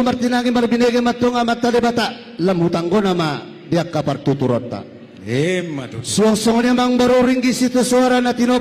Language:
Batak Toba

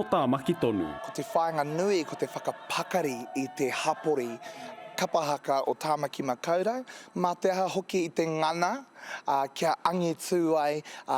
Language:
Māori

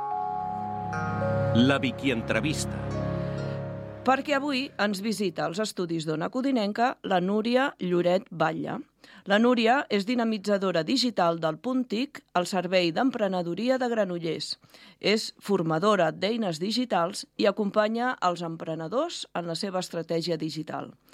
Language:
Catalan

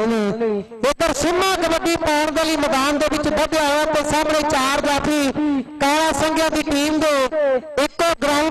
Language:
Punjabi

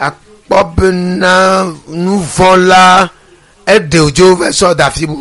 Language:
Ewe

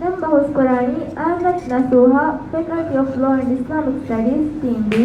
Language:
Divehi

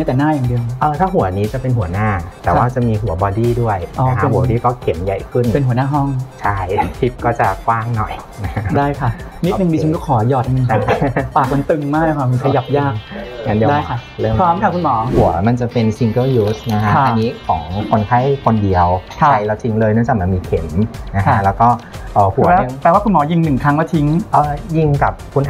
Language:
Thai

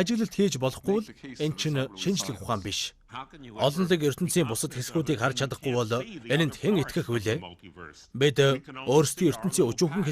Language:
Mongolian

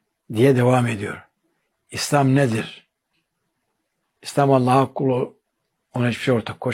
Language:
Turkish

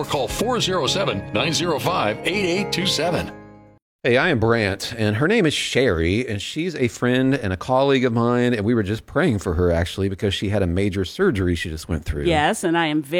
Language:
English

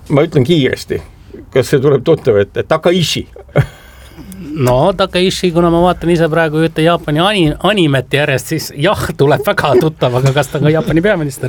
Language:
Estonian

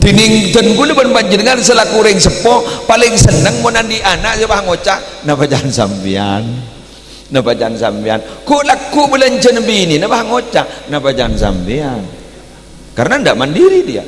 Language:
Madurese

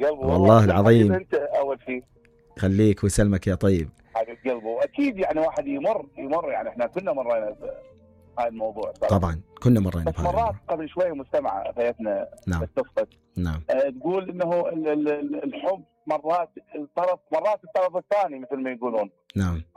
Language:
Mesopotamian Arabic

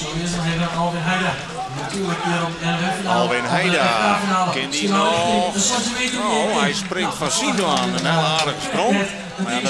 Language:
Western Frisian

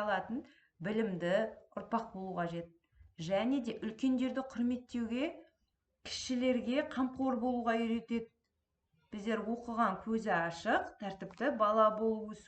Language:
Kazakh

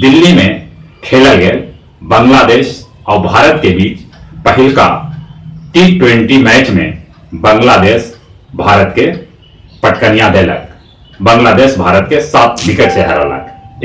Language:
Magahi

